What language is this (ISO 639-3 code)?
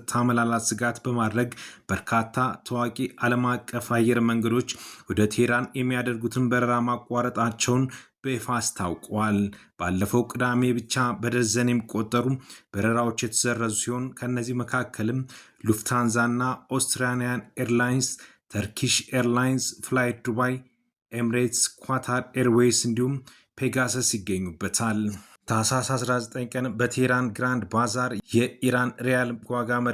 amh